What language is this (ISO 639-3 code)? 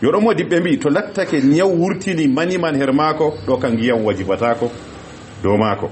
ful